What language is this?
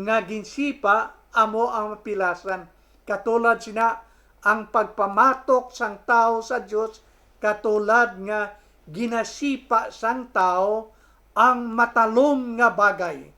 Hiligaynon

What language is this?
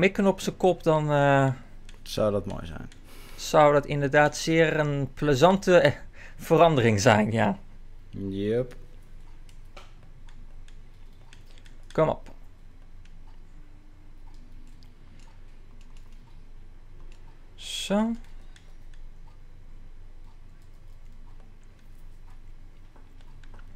Dutch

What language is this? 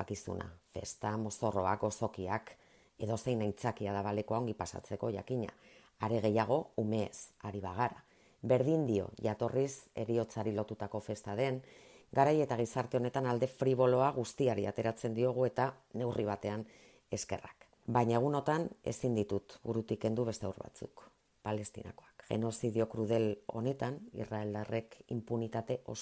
Basque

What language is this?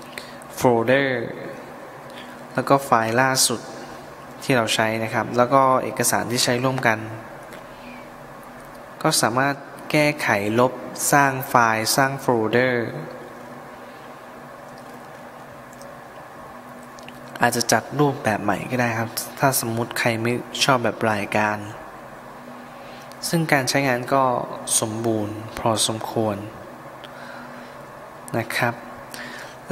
Thai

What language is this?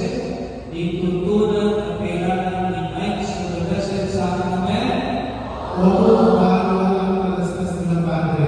Pampanga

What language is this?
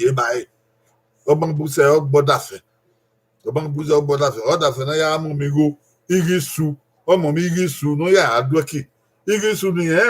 Bini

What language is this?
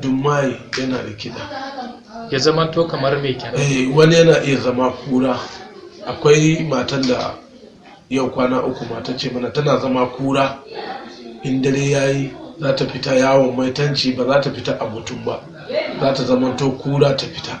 Hausa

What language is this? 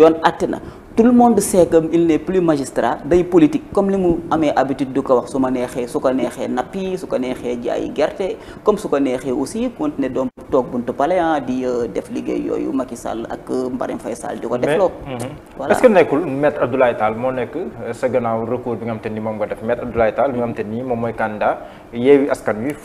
Wolof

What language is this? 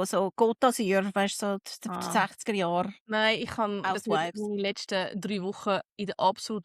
Swiss German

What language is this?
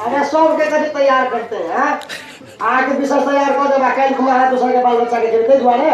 Maithili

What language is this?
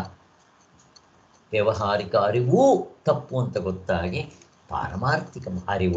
Kannada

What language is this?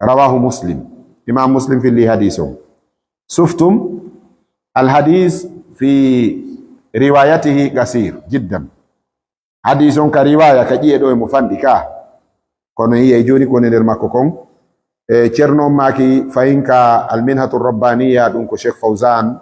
Fula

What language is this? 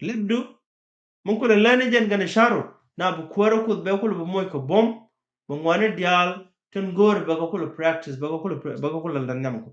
Nuer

